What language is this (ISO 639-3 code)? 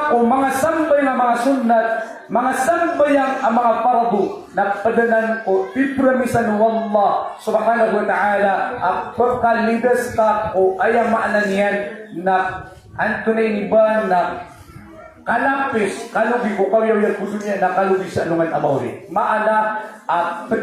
mrw